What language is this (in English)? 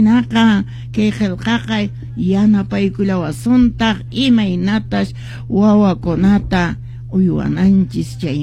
Quechua